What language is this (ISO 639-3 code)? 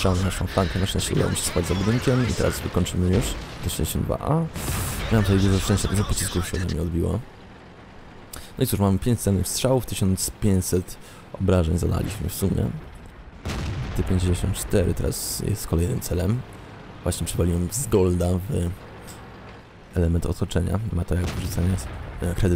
pol